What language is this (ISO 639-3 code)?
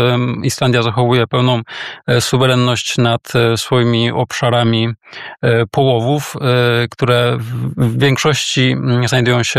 pol